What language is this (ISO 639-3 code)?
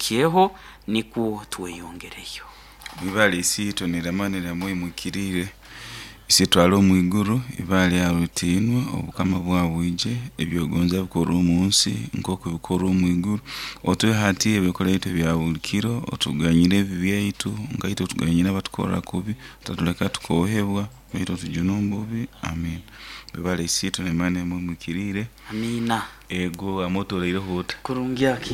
nyo